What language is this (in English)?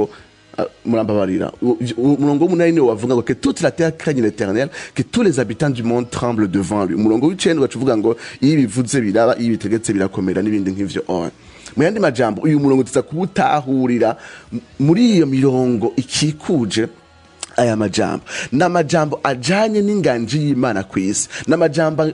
Rundi